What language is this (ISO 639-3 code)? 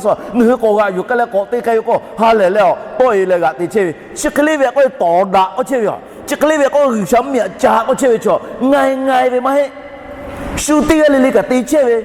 lhu